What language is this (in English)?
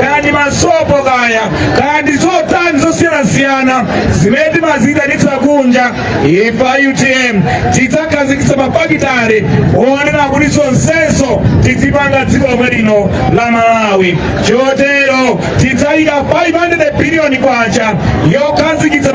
Nyanja